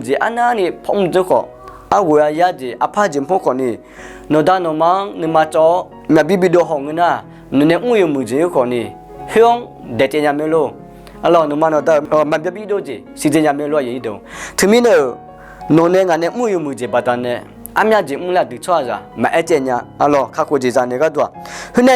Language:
Akha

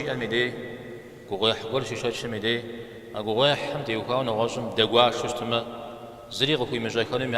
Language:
Kabardian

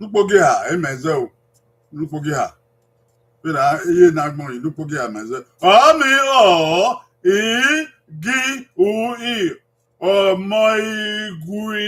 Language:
Bini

